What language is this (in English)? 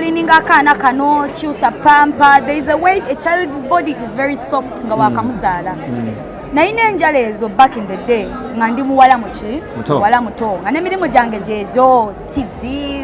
Ganda